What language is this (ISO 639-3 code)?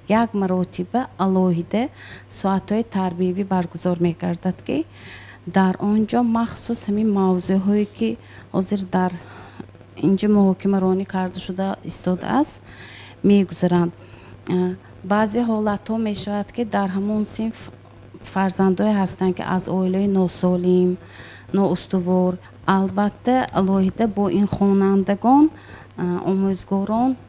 tgk